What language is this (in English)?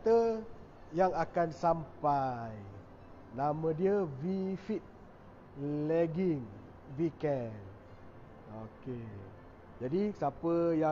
Malay